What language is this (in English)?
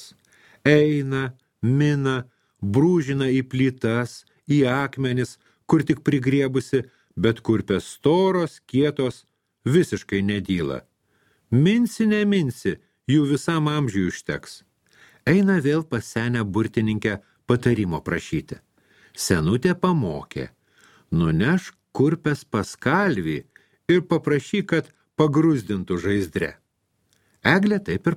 Lithuanian